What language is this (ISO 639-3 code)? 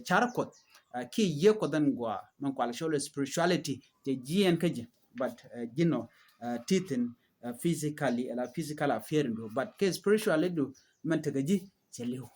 nus